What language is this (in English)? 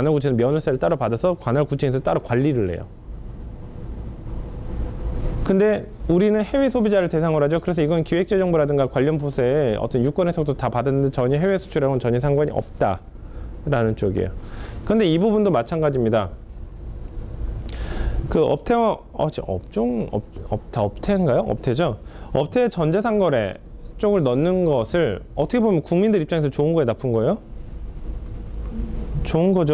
Korean